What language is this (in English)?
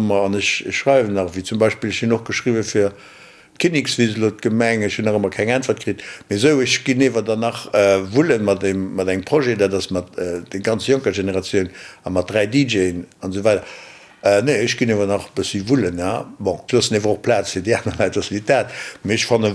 Luxembourgish